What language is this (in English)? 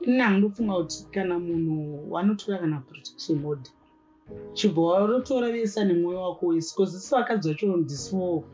Shona